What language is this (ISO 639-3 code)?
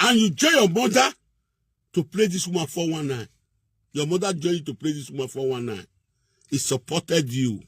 pcm